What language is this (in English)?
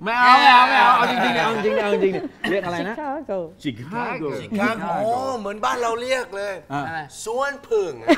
Thai